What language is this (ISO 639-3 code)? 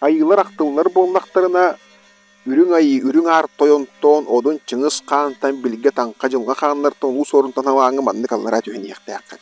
sah